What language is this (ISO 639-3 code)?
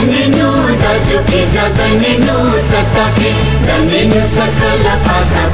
new